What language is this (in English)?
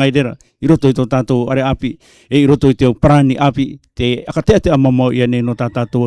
Rarotongan